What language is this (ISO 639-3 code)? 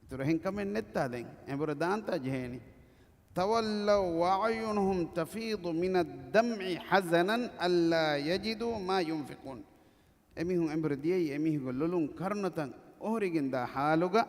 div